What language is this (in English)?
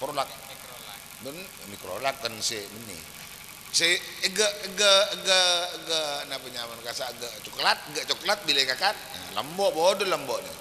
Madurese